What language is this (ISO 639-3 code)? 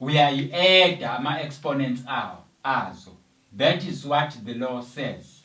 zul